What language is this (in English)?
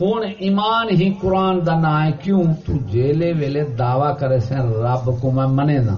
Saraiki